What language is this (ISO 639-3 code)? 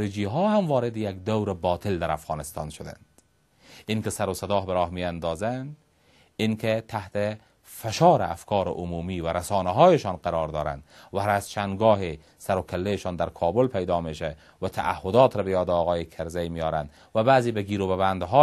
fas